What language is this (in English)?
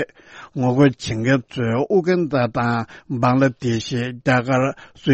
Tibetan